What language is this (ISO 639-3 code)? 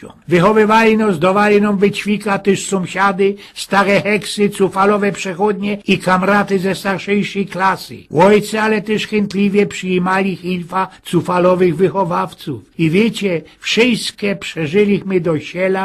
szl